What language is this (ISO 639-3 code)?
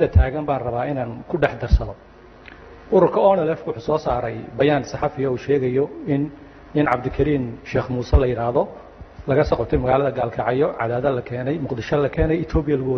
som